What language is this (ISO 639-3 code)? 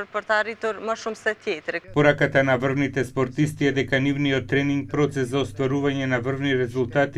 mkd